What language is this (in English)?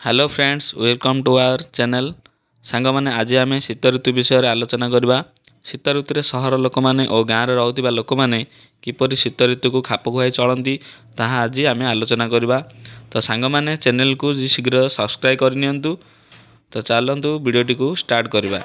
Odia